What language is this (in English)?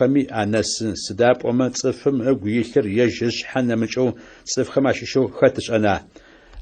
Adyghe